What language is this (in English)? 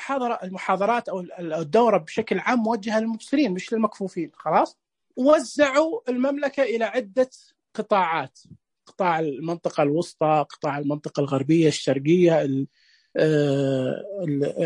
Najdi Arabic